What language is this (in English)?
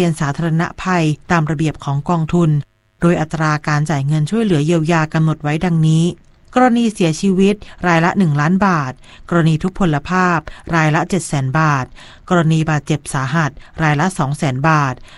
Thai